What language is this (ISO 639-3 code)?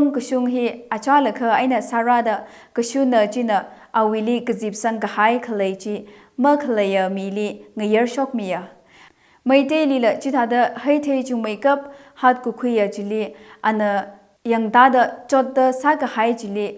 nmf